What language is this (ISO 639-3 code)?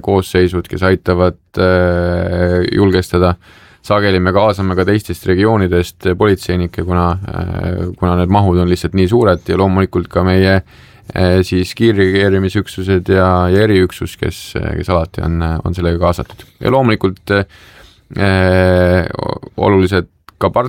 est